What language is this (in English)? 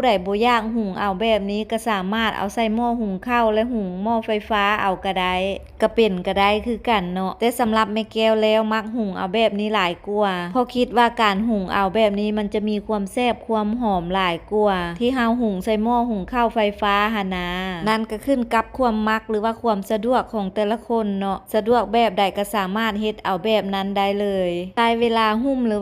Lao